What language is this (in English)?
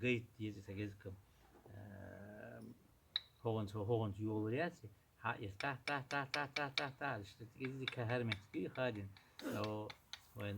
Chechen